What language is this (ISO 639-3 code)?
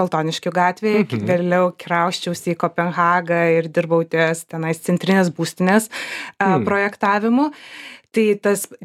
lit